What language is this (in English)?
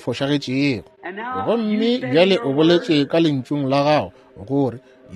Northern Sotho